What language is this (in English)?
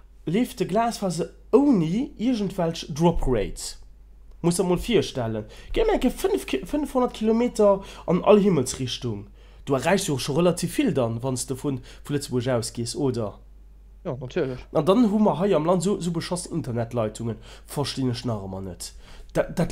Luxembourgish